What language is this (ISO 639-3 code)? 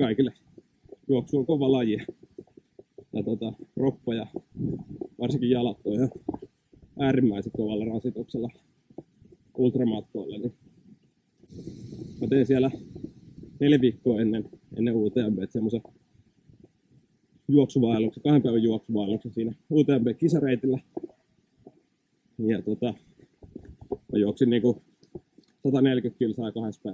fin